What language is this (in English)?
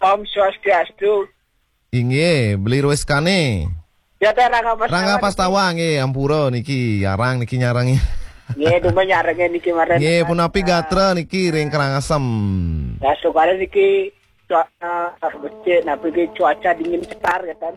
Balinese